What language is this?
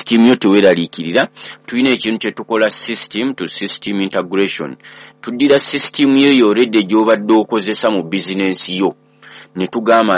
Ganda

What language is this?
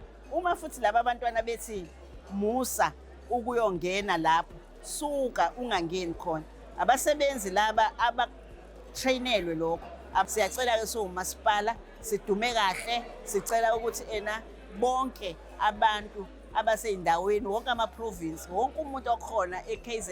Zulu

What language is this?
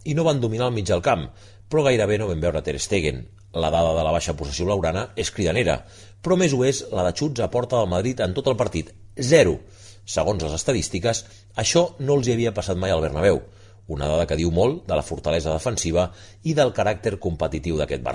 Catalan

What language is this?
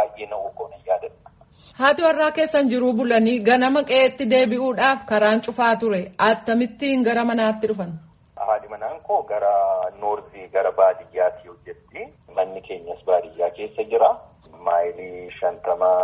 Oromo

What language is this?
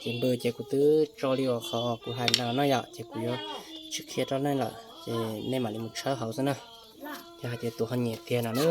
Hmong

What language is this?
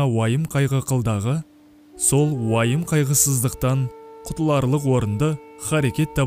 Kazakh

